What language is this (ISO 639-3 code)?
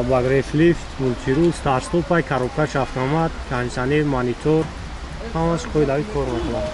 tgk